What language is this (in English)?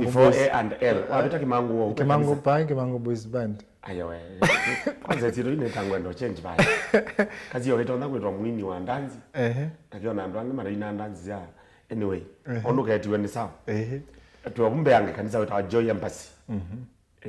Kamba